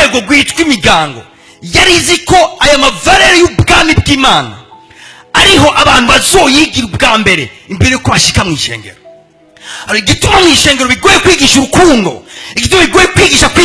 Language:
Rundi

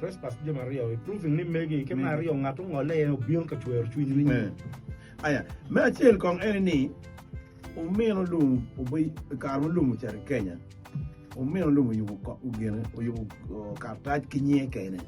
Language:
Acoli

